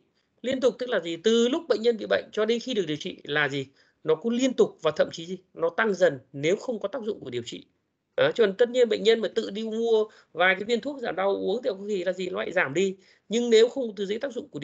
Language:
Vietnamese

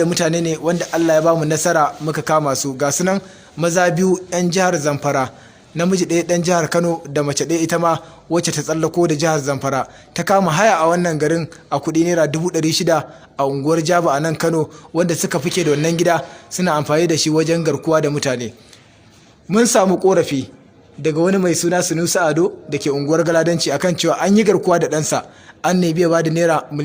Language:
Hausa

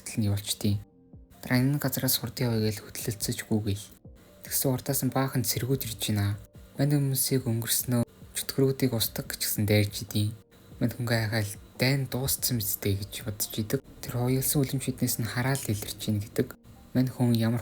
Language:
Mongolian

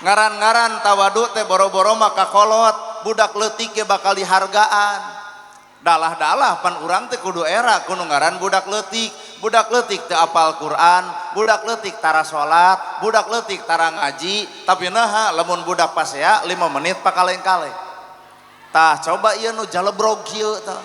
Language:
Sundanese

